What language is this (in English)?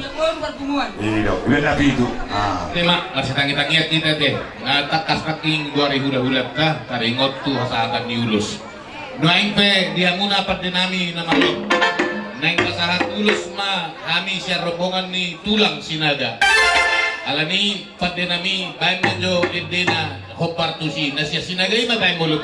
Batak Toba